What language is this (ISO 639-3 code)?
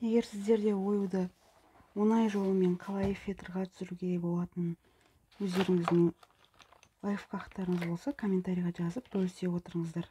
kaz